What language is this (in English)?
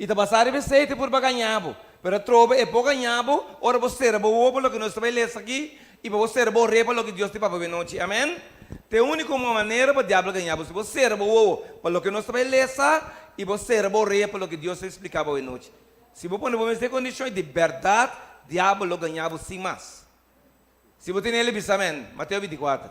Papiamento